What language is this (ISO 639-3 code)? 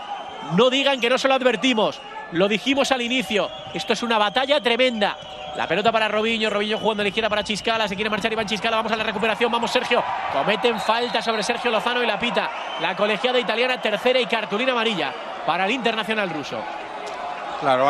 spa